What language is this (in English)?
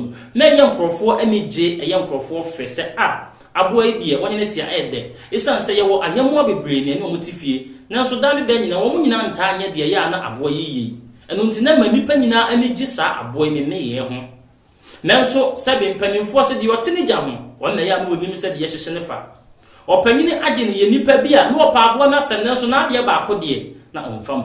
Akan